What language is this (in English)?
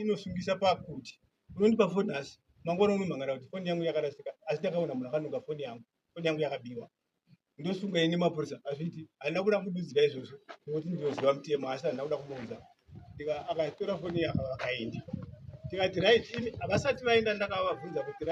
Shona